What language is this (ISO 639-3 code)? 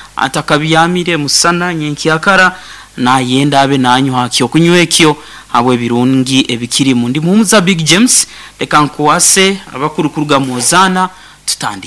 nyn